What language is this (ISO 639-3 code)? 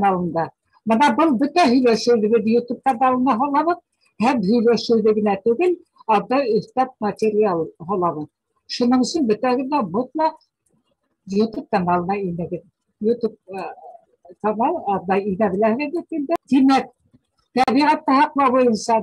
bak